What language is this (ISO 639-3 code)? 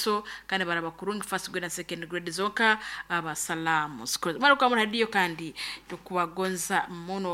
nyo